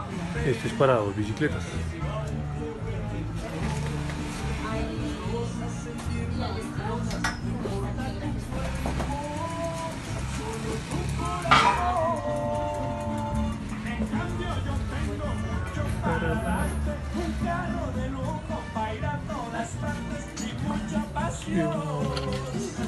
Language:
Spanish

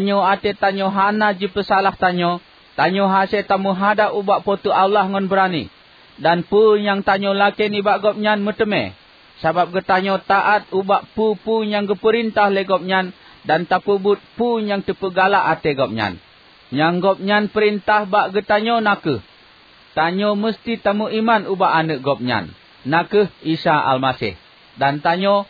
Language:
Achinese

